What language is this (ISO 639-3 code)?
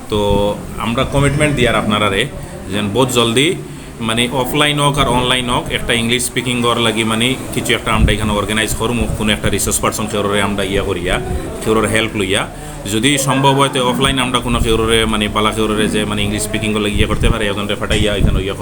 syl